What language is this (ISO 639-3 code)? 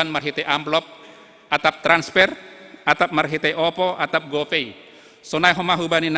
bts